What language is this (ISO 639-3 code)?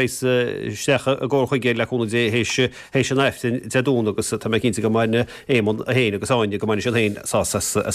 gle